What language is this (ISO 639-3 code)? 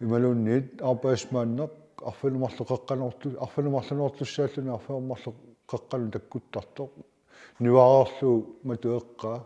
kal